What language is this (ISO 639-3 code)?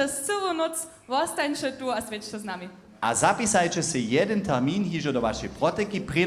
hsb